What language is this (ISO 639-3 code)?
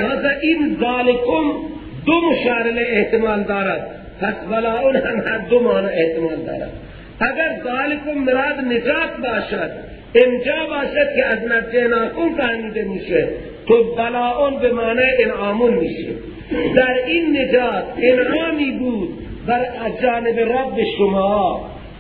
fas